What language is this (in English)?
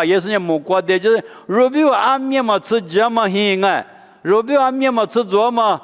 Lisu